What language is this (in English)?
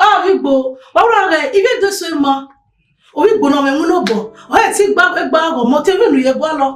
Bini